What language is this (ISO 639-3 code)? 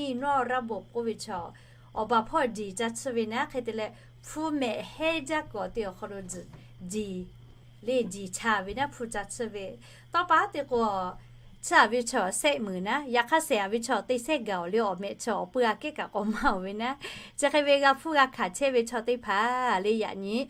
lhu